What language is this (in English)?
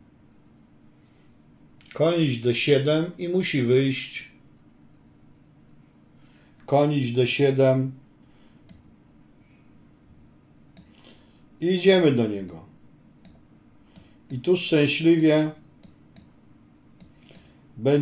Polish